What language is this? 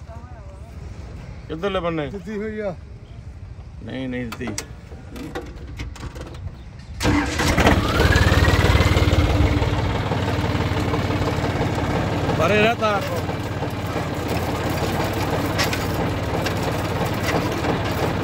Punjabi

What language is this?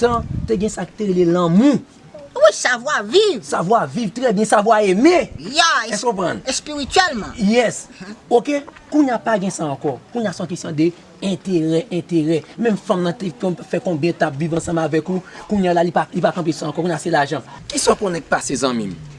Haitian Creole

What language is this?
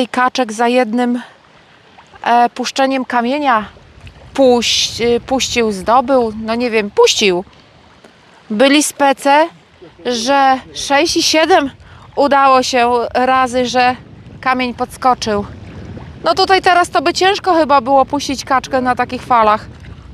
Polish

